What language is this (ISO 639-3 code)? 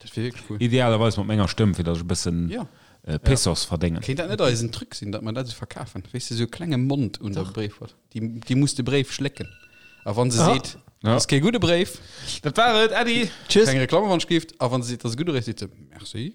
ltz